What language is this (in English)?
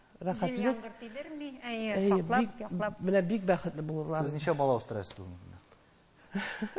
Tatar